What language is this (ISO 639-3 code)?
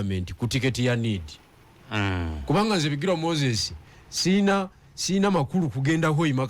lug